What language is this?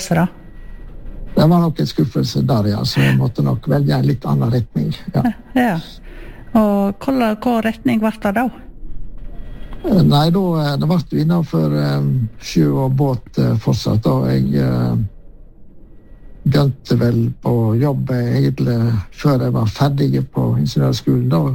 Norwegian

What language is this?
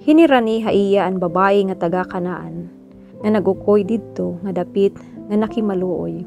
Waray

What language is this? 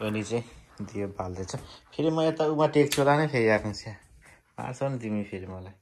Nepali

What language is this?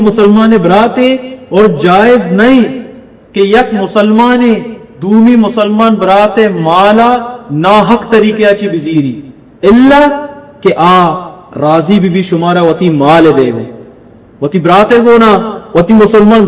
Baluchi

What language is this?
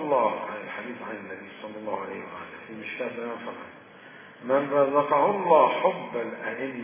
Arabic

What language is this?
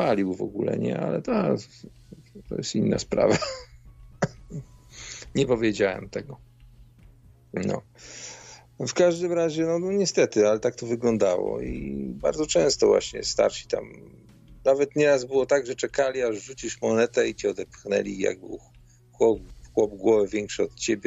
Polish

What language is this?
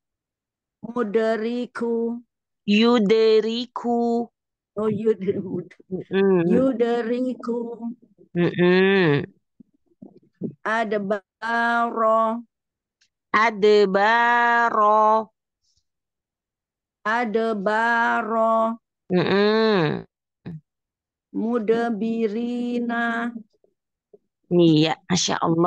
Indonesian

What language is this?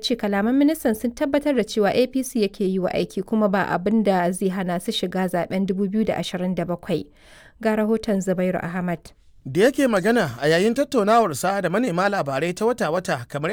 Hausa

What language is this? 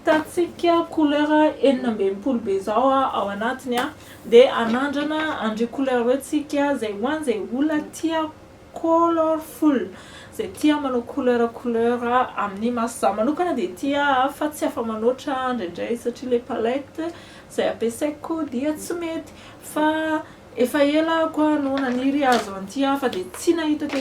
Malagasy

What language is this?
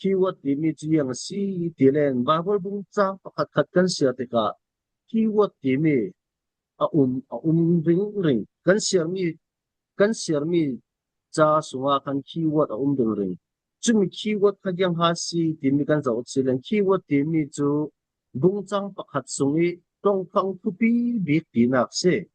Falam Chin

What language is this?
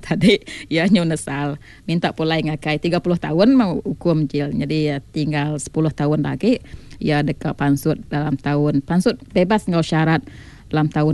Iban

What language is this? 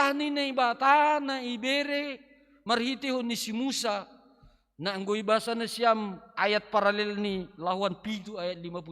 Batak Simalungun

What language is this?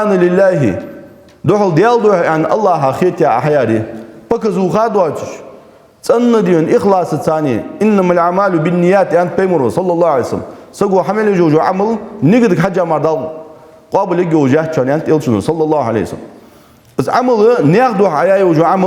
Ingush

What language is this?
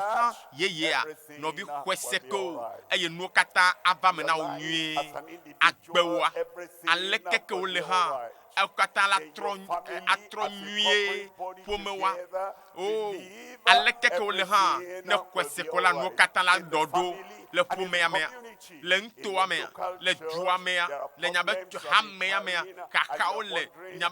Ewe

